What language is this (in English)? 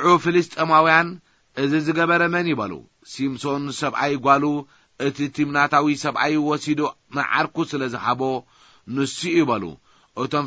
Tigrinya